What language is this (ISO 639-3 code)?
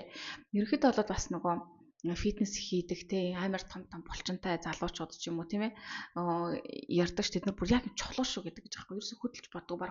mon